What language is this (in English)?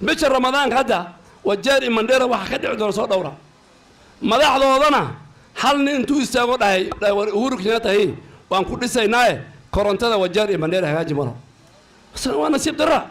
Somali